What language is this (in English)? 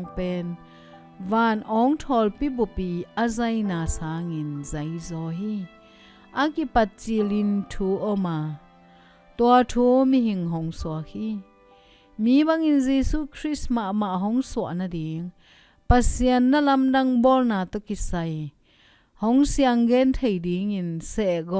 Tedim Chin